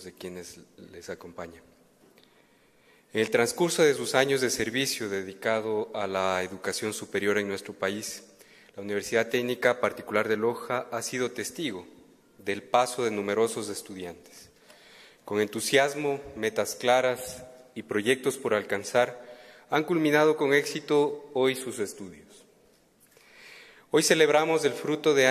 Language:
Spanish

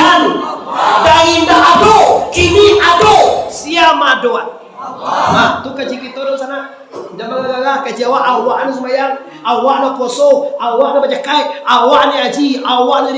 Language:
Minangkabau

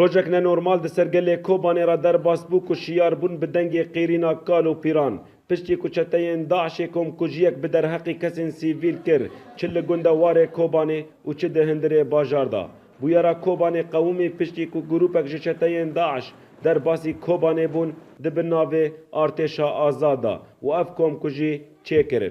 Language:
Kurdish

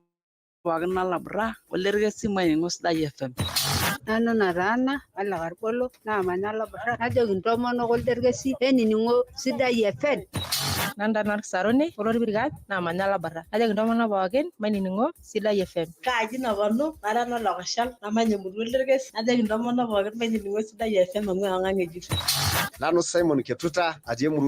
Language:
Masai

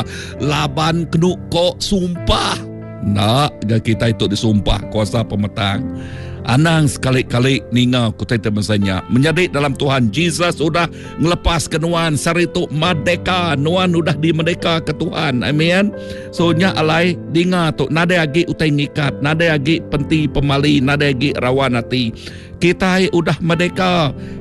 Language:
Iban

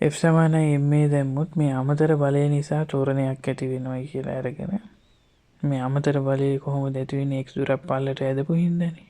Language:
Sinhala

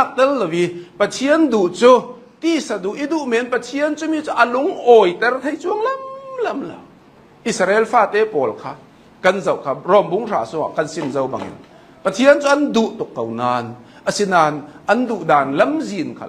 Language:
Hakha Chin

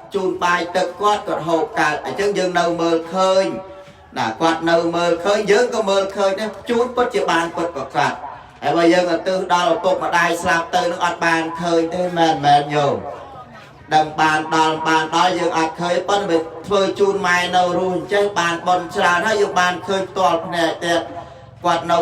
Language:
Khmer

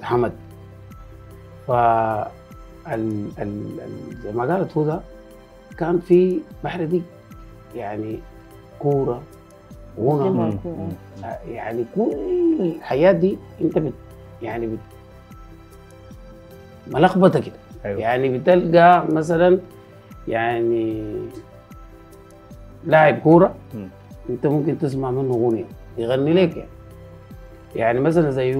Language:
Sudanese Arabic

